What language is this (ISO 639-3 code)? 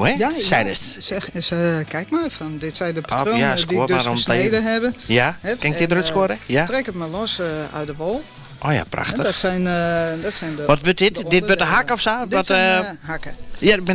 fry